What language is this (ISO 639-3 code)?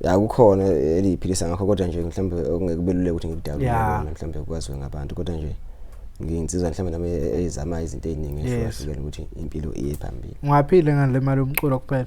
zul